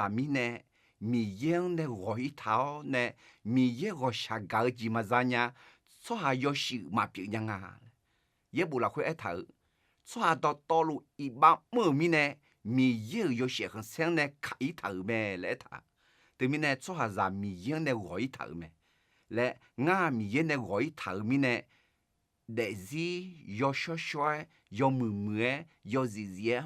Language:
Akha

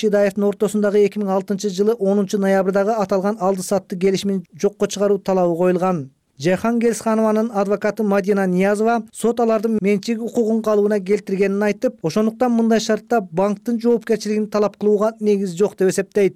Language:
Kyrgyz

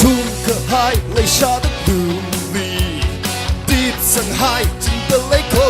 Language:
Tangkhul Naga (India)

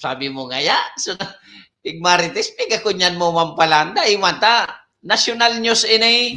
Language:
Bikol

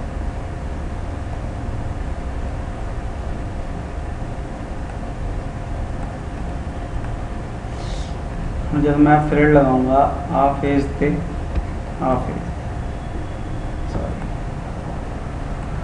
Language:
Hindi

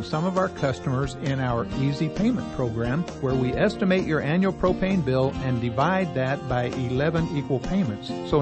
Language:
English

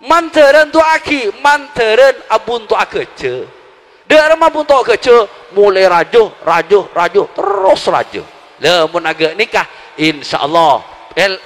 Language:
Madurese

